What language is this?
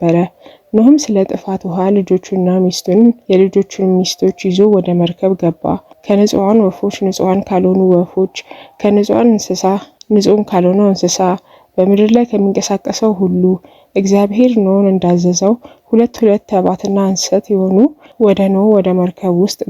Amharic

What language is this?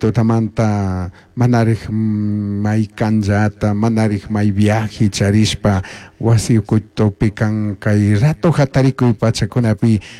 Chimborazo Highland Quichua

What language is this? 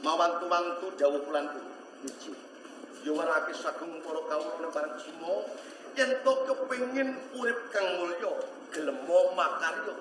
Javanese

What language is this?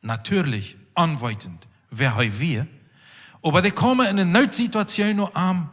Plautdietsch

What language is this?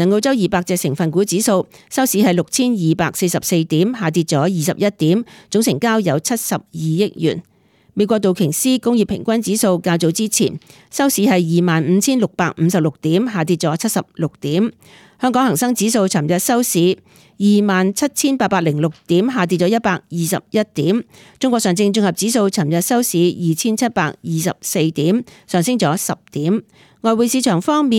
Cantonese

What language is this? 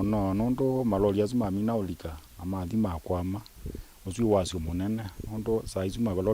Kamba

